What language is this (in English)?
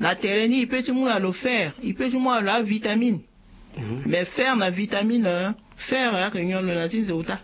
Sango